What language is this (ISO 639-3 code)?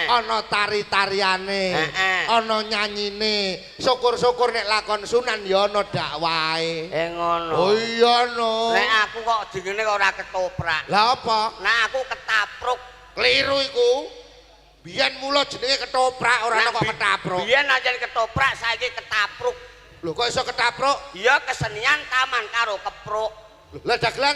jav